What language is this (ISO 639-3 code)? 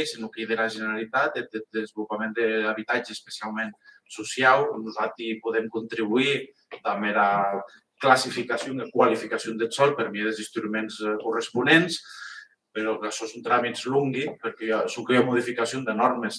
oci